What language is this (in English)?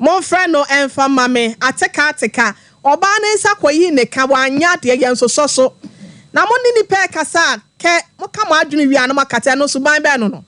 Akan